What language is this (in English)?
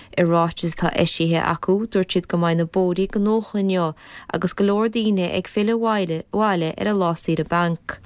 Irish